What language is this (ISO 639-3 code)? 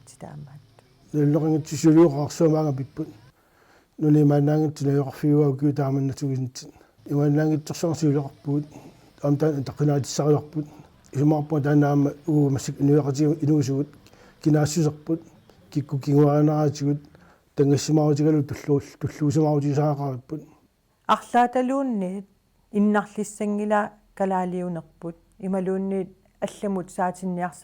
kal